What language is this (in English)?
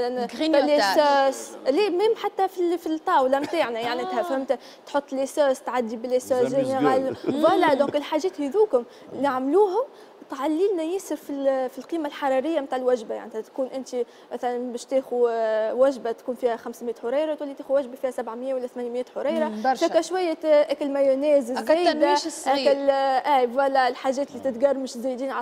Tunisian Arabic